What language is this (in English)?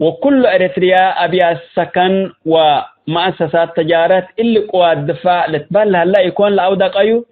Tigre